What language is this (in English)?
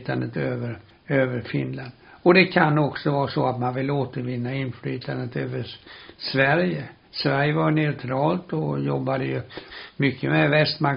Swedish